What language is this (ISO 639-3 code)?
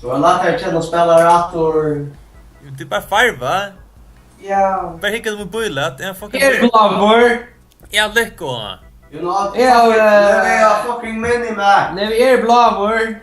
fao